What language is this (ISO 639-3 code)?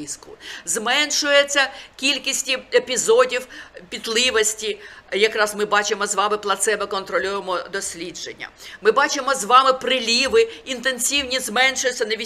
ukr